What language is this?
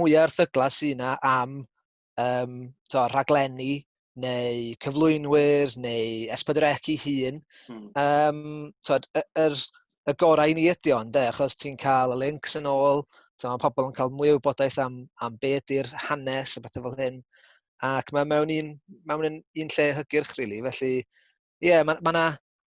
Welsh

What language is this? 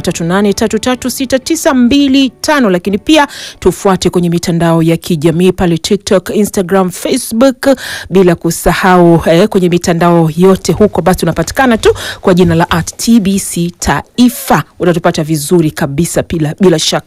Swahili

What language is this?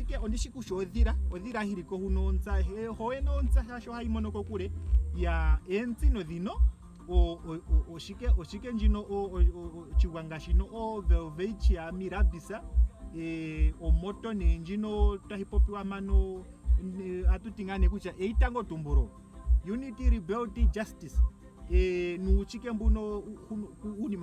Ndonga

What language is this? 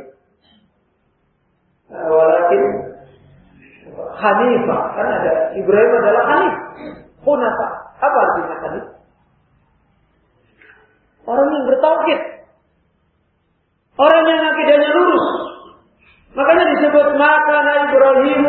Indonesian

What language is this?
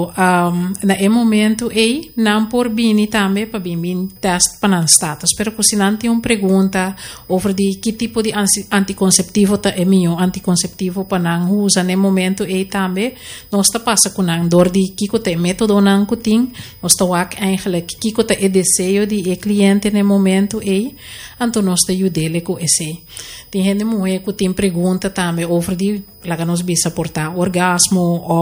Papiamento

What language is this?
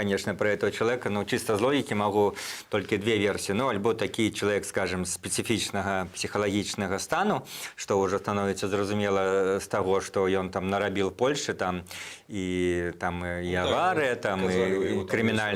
Belarusian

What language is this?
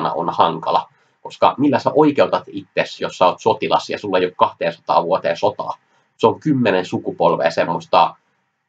Finnish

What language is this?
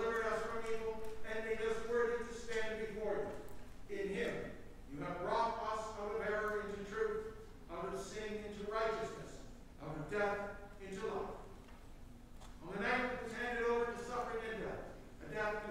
English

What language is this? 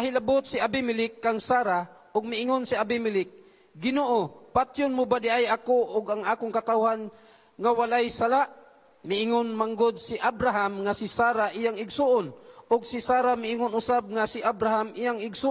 Cebuano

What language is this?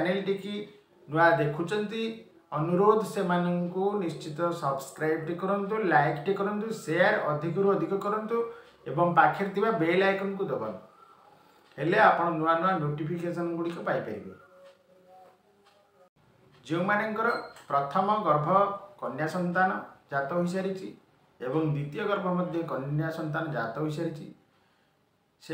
Odia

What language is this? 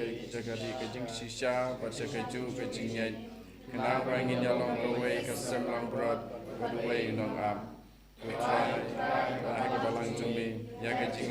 Khasi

